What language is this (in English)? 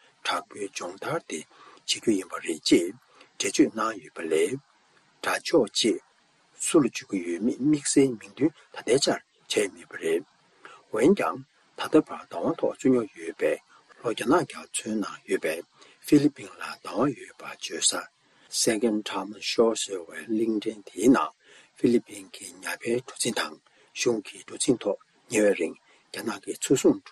Tibetan